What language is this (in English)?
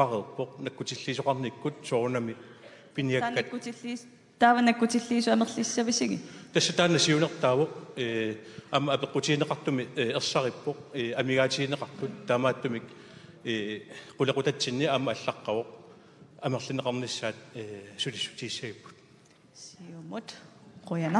Kalaallisut